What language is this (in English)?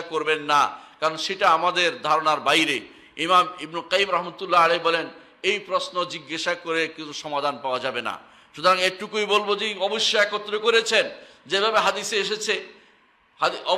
Bangla